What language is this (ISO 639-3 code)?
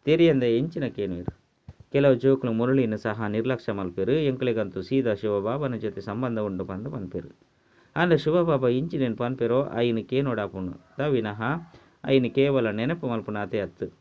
tcy